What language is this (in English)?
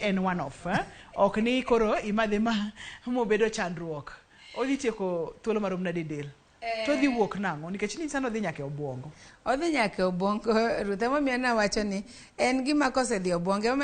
Luo (Kenya and Tanzania)